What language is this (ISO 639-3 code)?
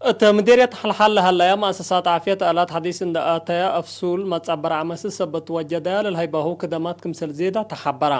tig